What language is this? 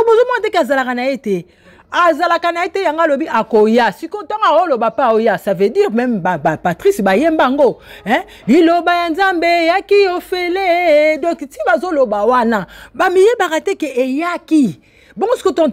Lingala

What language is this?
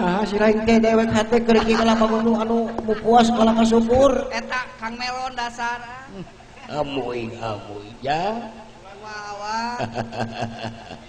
Sundanese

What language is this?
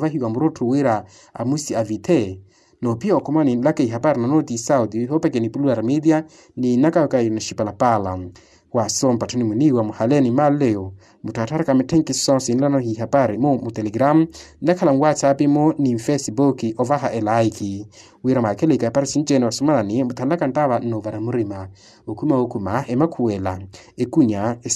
Makhuwa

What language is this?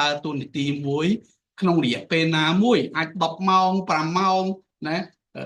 Khmer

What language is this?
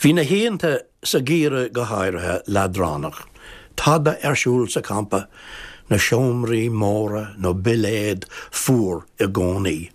Irish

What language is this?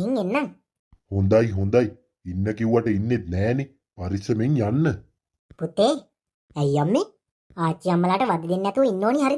Sinhala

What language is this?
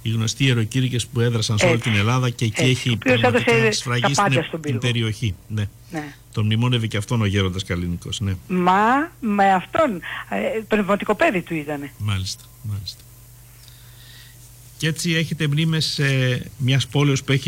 Greek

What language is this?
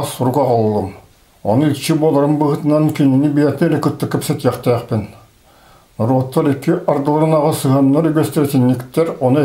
Yakut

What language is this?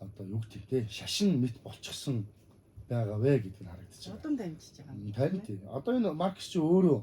Mongolian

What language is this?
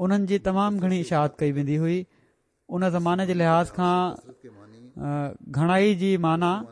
Sindhi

